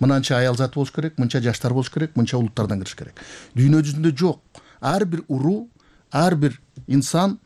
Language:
Kyrgyz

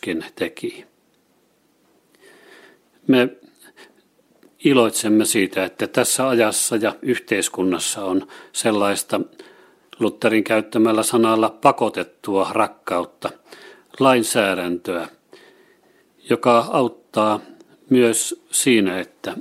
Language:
Finnish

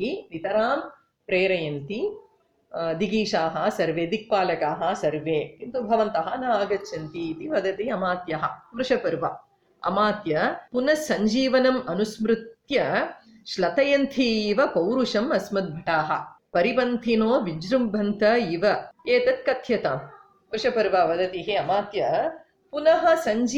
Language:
Sanskrit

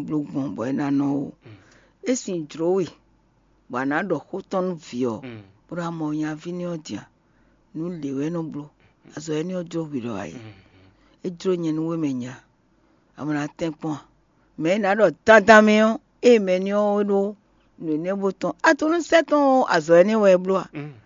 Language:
Fon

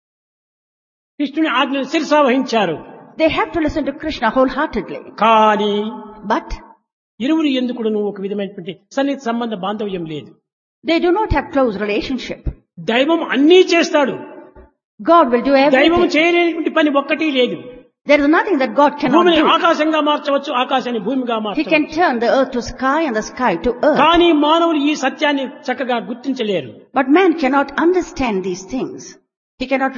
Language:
Telugu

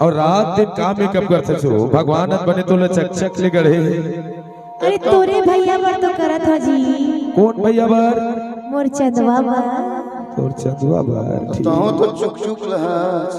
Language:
Chhattisgarhi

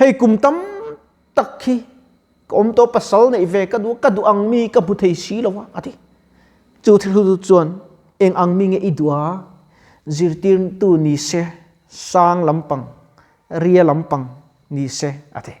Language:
Mizo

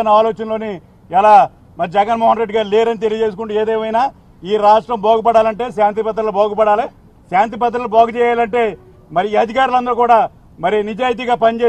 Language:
Telugu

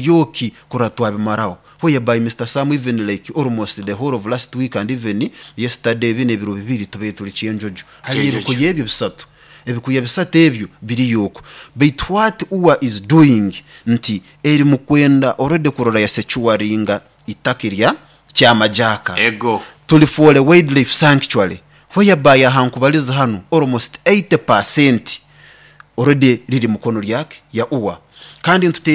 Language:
Nyoro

